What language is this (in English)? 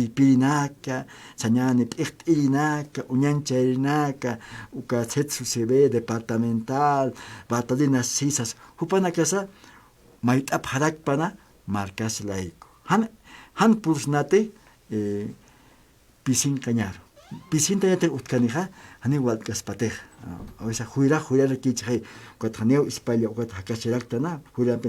Aymara